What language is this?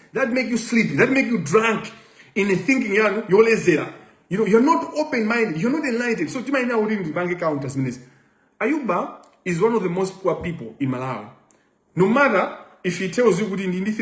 Nyanja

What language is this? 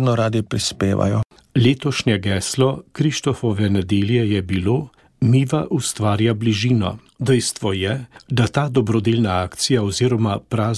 Slovenian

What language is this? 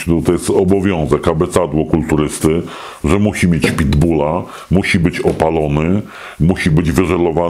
Polish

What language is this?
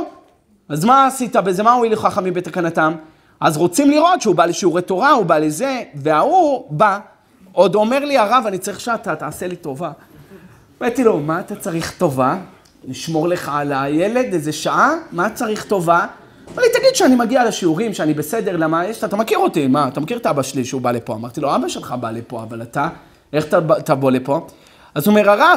Hebrew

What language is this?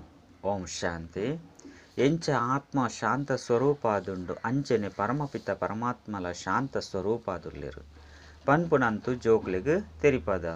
Tulu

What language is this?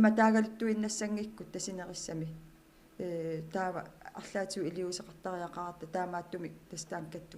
Kalaallisut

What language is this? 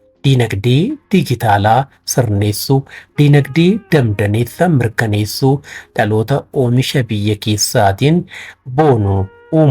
Oromo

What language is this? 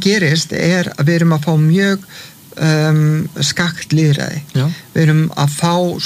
Icelandic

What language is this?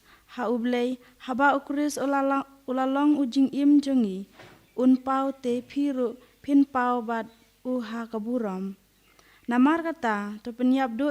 Khasi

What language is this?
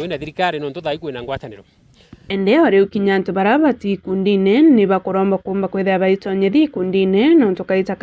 Meru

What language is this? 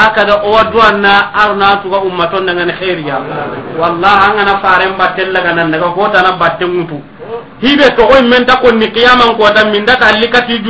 Soninke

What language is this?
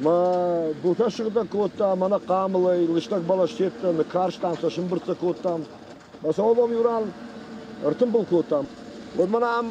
Ossetic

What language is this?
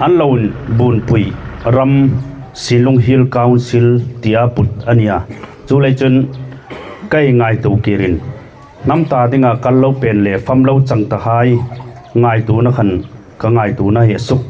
Hmar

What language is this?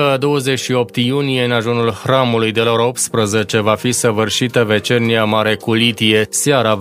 Romanian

